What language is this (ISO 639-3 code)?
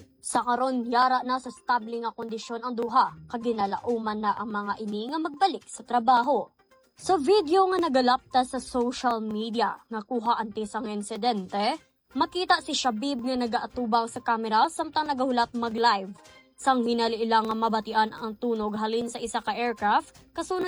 hil